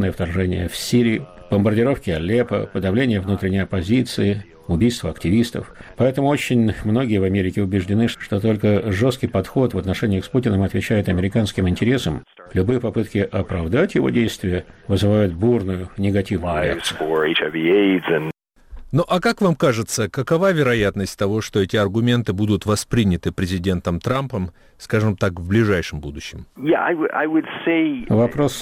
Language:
Russian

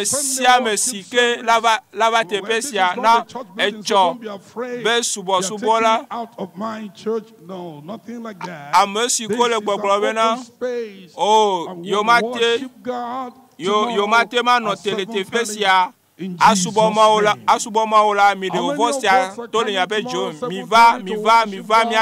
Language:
Ewe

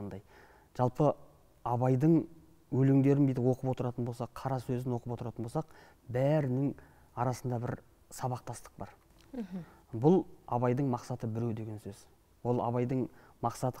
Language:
Kazakh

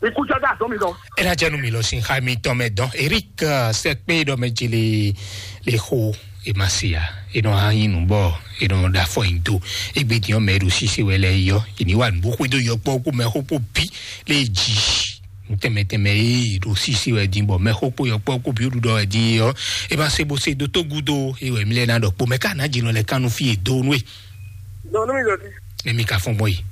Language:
Fon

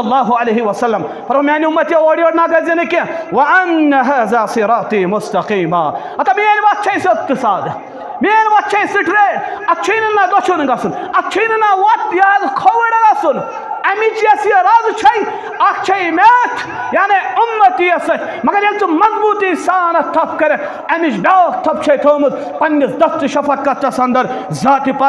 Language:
Kashmiri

